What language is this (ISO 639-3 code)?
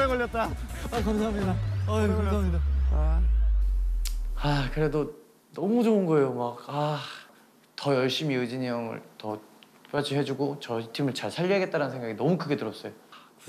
kor